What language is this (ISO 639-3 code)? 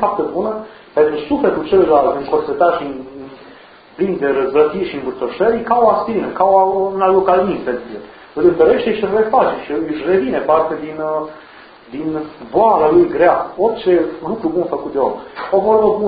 ron